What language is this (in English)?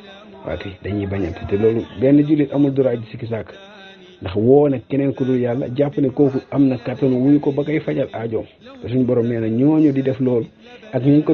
Wolof